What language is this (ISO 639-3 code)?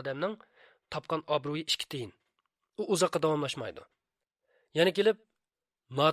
uig